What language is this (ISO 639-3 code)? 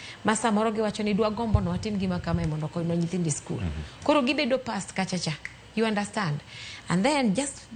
luo